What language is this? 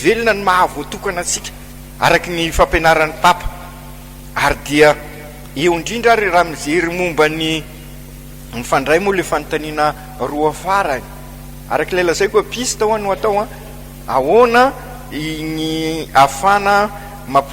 Malagasy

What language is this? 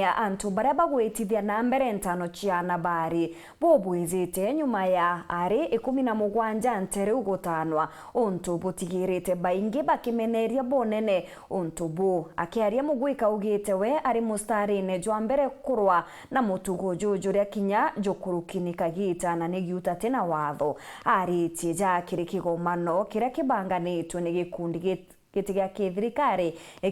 Meru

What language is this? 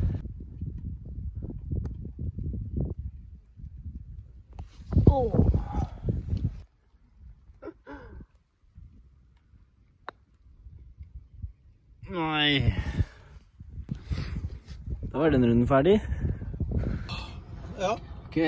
Norwegian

